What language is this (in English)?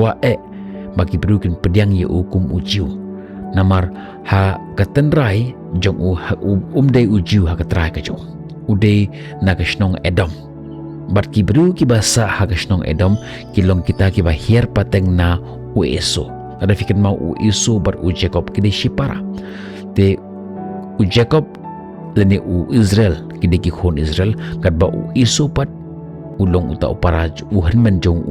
Khasi